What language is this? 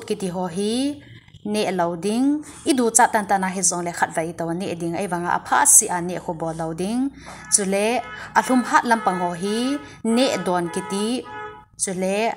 Thado Chin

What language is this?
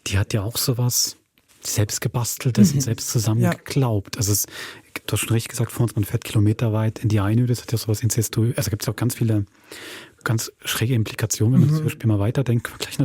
Swiss German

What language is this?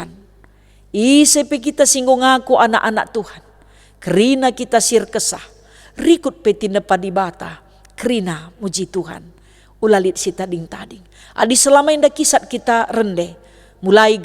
Batak Karo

